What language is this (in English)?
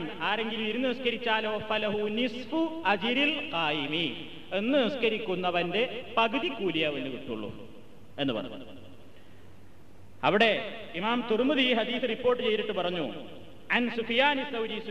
Malayalam